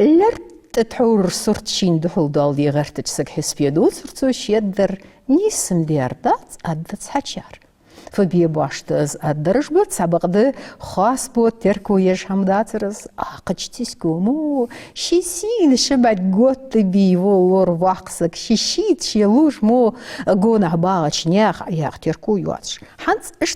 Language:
Ingush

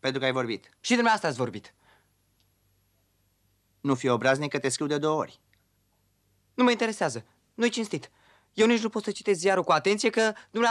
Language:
Romanian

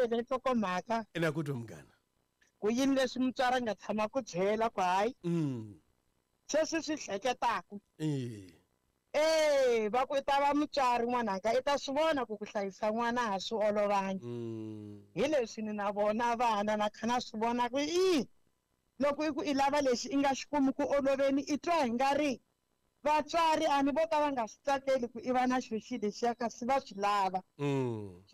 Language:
Tsonga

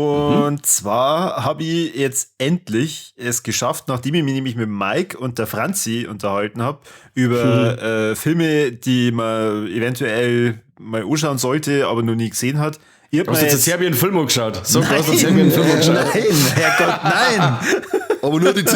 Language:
Bavarian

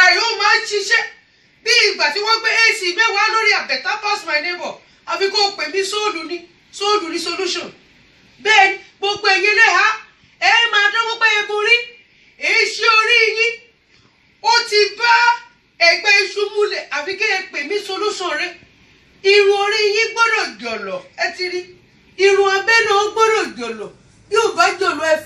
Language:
Yoruba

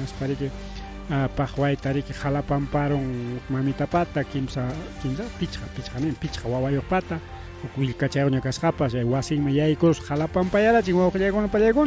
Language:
Ayacucho Quechua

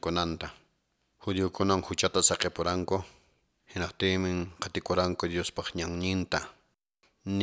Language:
Quechua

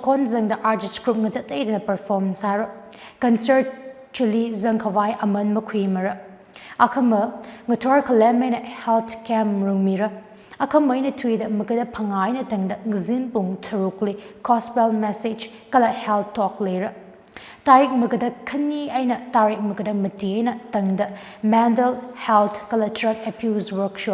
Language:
Tangkhul Naga (India)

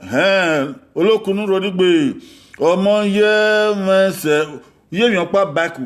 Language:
Bini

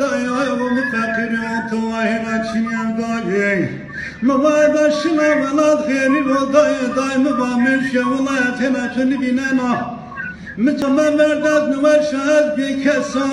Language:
Zaza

